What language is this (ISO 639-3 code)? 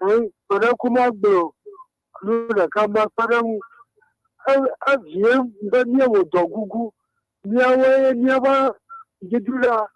ewe